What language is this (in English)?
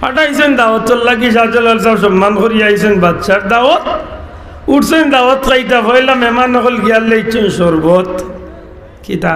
Sylheti